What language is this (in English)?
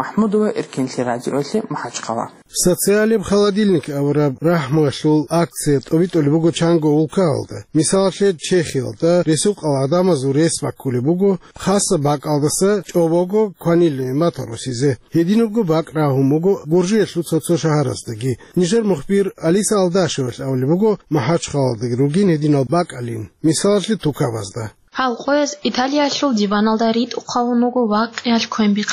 Avaric